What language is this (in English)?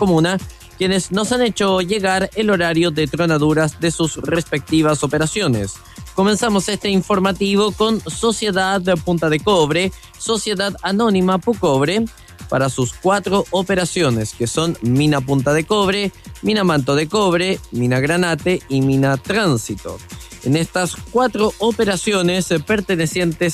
Spanish